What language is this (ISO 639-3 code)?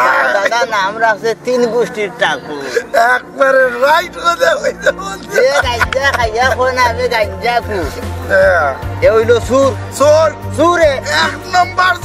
syl